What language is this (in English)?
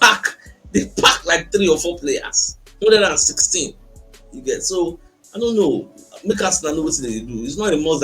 Nigerian Pidgin